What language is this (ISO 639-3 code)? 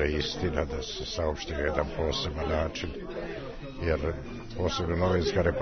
srp